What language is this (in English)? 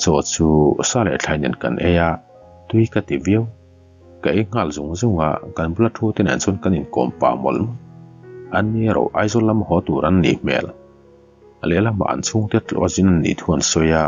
Mizo